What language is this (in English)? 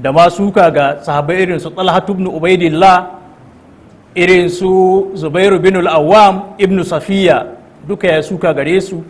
Hausa